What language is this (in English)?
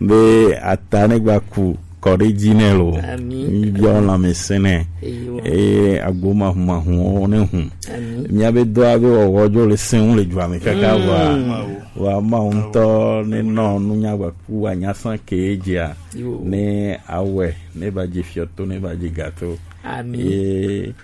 Gen